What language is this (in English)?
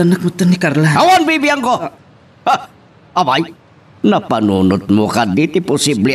Iloko